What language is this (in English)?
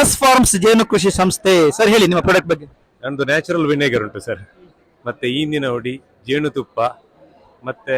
Tulu